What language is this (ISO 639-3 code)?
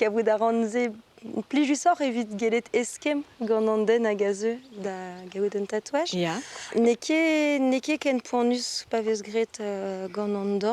bre